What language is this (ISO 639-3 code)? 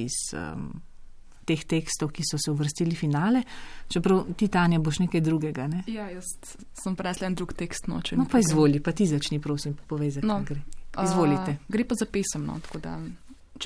slv